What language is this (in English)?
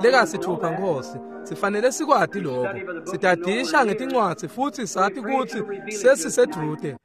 Swati